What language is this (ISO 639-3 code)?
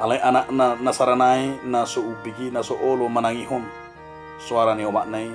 bbc